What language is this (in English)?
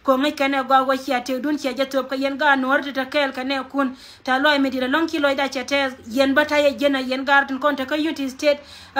Nuer